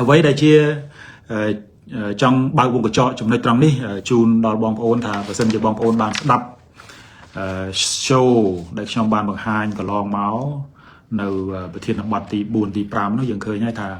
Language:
Khmer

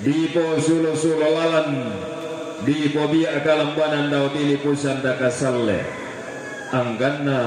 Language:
Toraja-Sa'dan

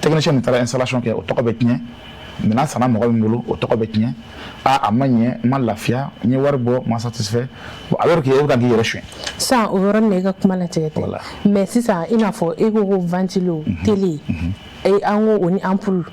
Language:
Bambara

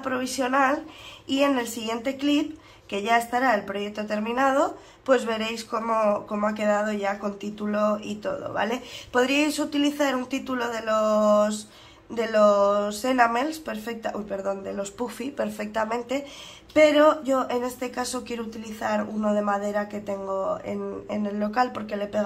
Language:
Spanish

